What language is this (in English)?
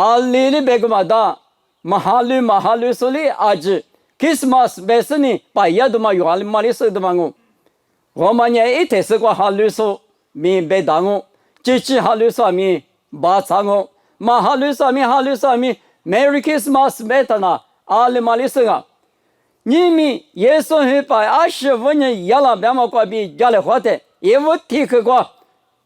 Lisu